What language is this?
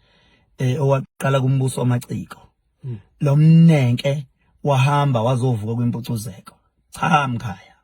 Zulu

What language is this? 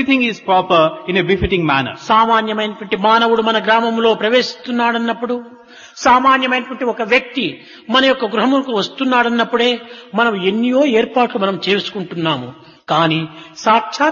Telugu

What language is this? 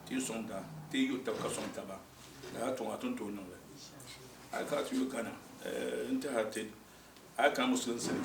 Dagbani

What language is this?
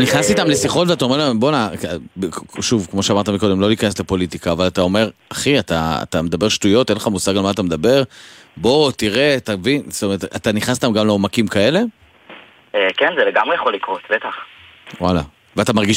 Hebrew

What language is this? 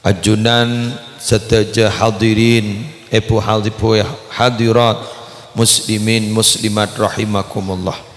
Madurese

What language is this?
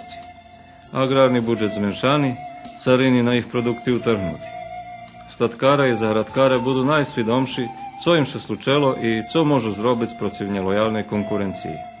Rusyn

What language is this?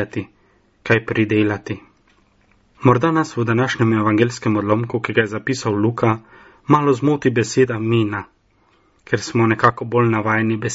Slovenian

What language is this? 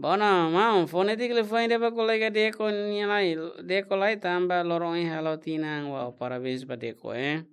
Tetum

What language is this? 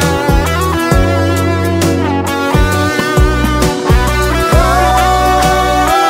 Kazakh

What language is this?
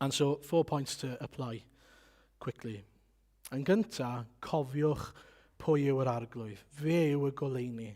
Welsh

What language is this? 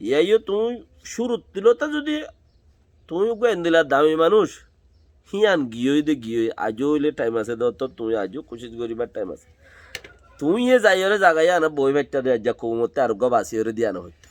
Rohingya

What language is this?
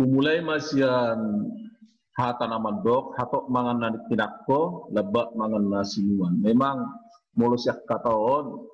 Batak Toba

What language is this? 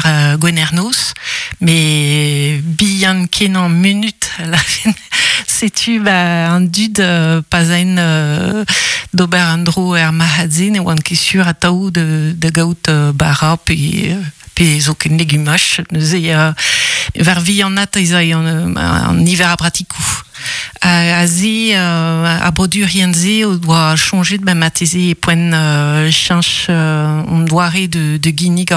Breton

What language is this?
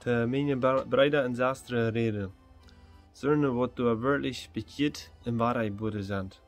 Plautdietsch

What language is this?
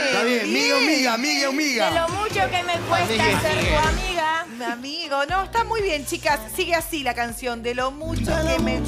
Spanish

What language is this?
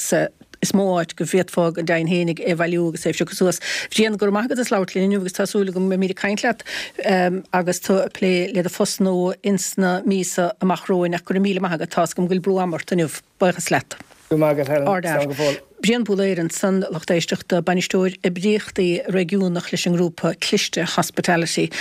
Irish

